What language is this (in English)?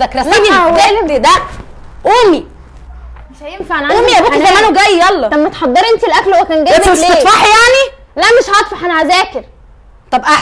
Egyptian Arabic